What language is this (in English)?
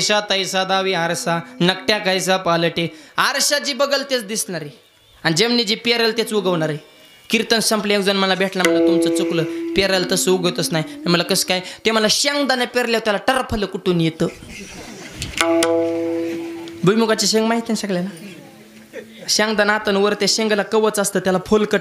Marathi